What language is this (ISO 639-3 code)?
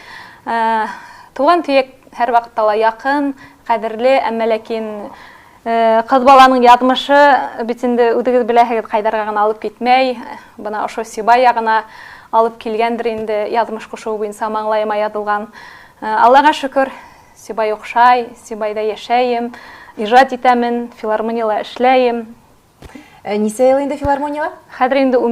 bak